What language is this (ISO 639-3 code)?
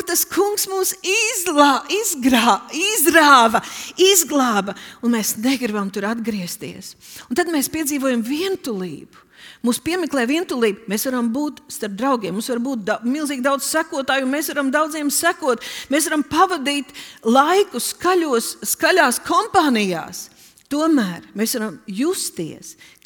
lav